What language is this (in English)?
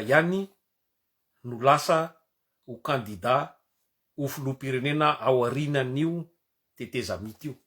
Malagasy